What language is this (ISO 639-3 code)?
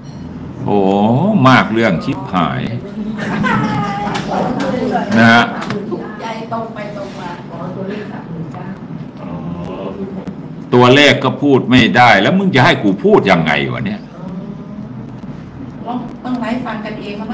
tha